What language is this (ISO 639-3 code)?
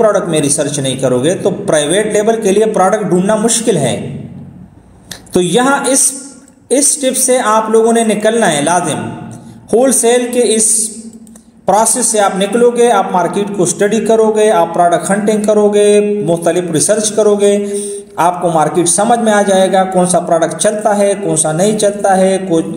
hin